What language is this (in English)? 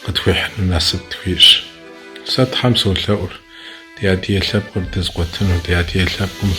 Kabardian